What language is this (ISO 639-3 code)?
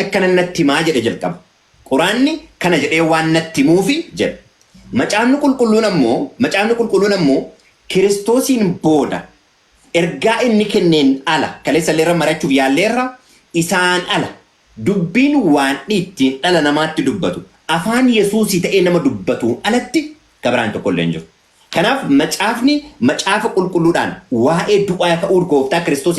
orm